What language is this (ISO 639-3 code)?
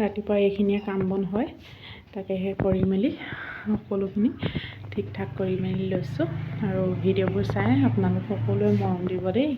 asm